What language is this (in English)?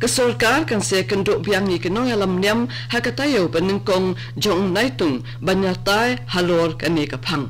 Khasi